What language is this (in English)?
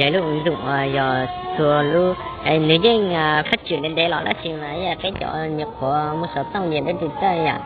Hmong